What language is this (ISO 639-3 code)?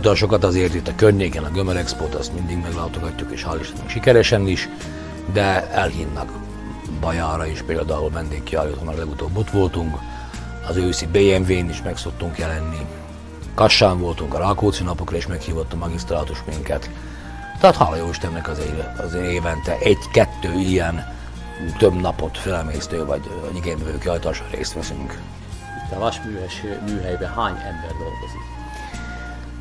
hun